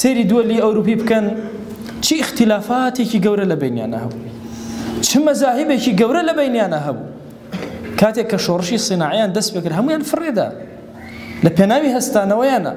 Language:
Central Kurdish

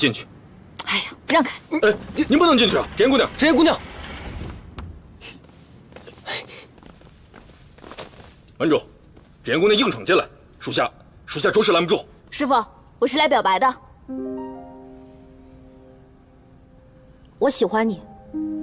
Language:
Chinese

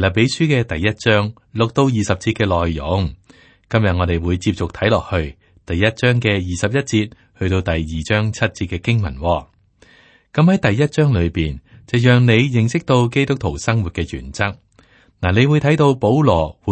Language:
Cantonese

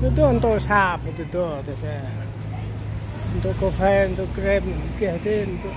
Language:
Central Mnong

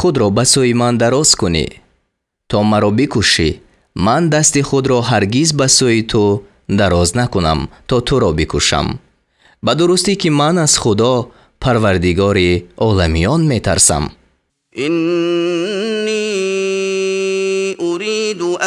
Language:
Tajik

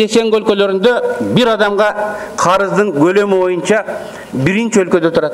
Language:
Kyrgyz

